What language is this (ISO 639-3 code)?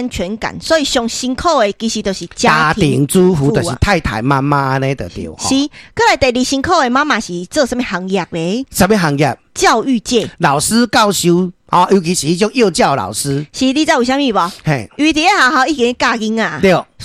nan